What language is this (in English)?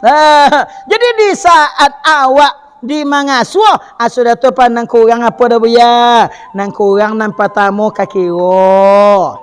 Minangkabau